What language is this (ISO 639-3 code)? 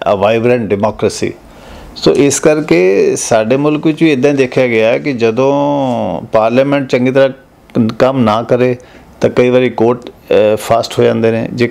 pan